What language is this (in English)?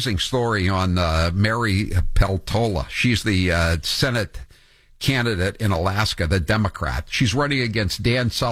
English